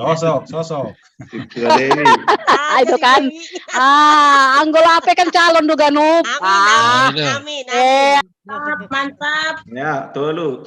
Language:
Batak Simalungun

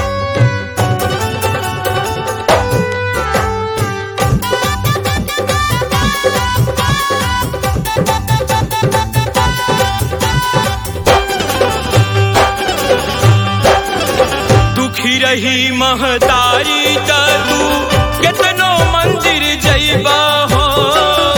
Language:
Bhojpuri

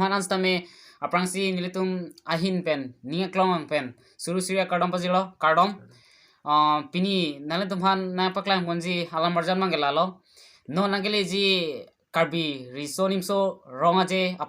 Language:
Karbi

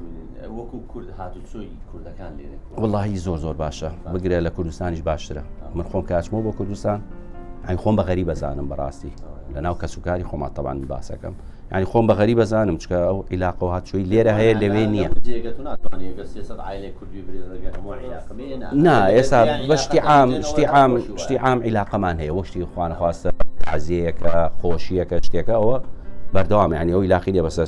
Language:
Central Kurdish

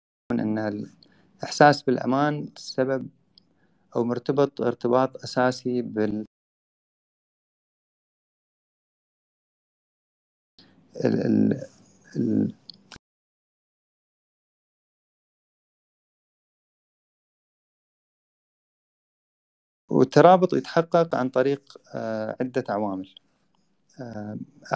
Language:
Arabic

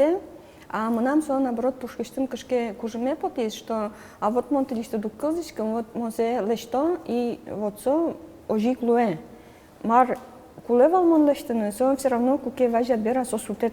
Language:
Udmurt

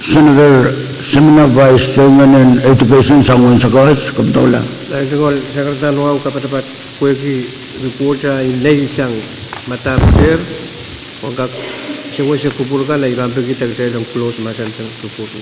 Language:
Pohnpeian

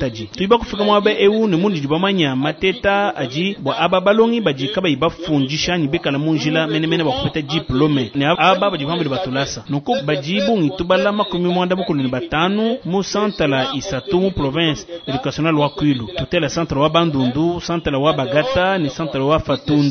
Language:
Luba-Lulua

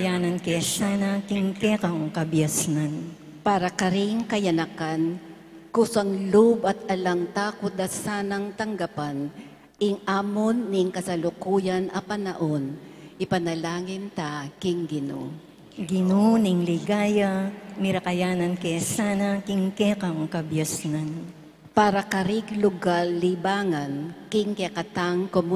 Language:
Pampanga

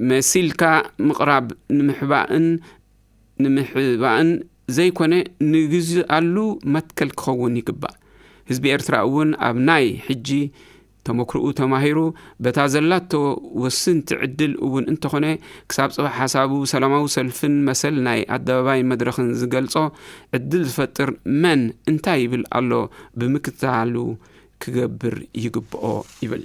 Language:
Tigrinya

